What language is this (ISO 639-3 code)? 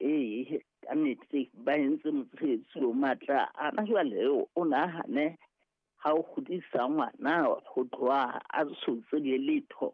sot